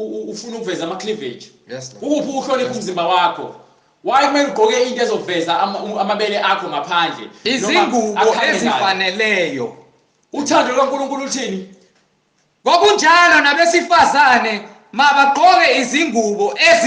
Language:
Zulu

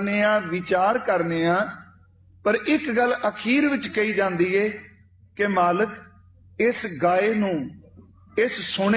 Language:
Punjabi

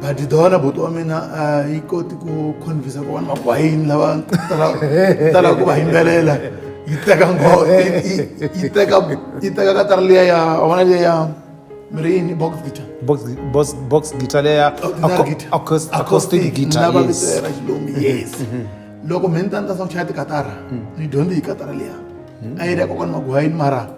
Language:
Tsonga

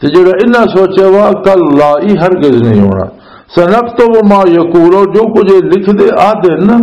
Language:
Western Panjabi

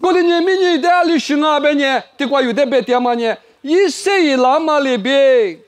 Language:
Lisu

